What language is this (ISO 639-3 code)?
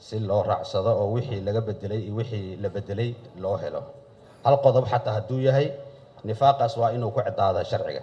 som